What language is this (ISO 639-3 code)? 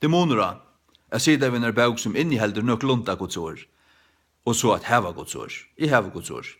fao